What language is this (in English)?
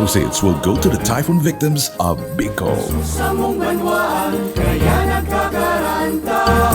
Bikol